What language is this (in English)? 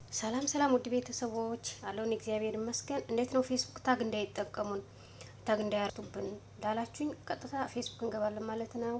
Amharic